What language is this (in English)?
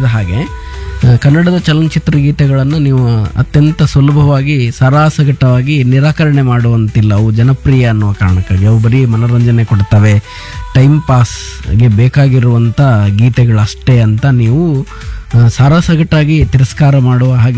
Kannada